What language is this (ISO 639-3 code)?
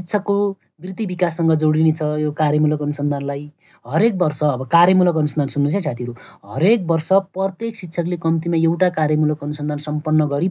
nep